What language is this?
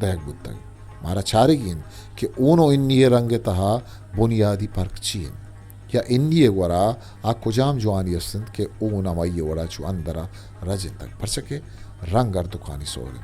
Eastern Balochi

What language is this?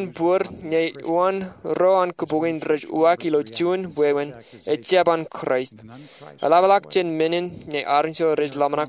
Marshallese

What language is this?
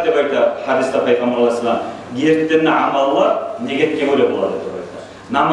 Kumyk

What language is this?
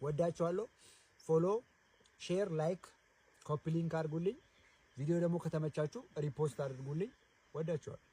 Amharic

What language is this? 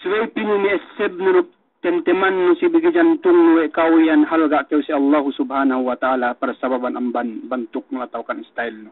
Yakan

